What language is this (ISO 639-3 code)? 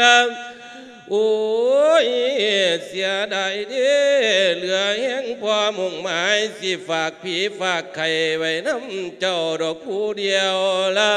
lao